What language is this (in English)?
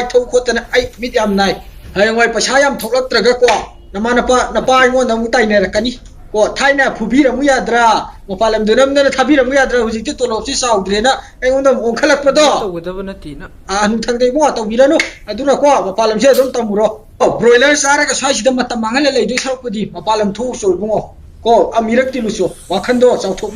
Manipuri